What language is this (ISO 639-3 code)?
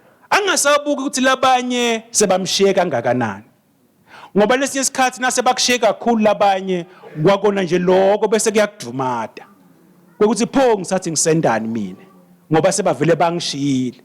ssw